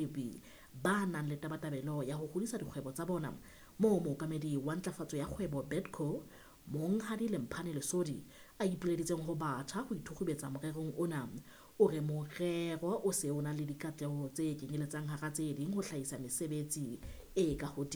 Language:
Southern Sotho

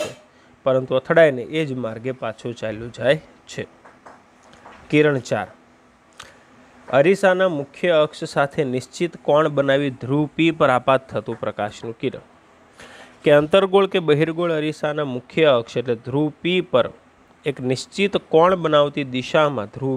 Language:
Gujarati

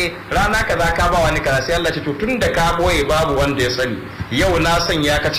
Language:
Hausa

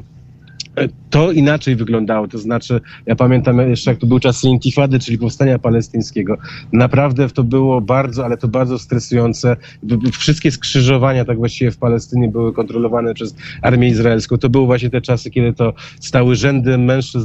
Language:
Polish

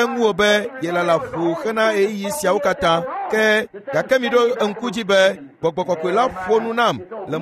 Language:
Ewe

